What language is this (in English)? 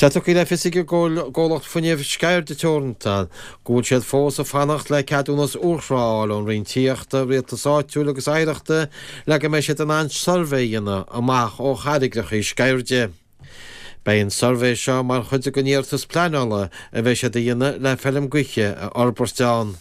Irish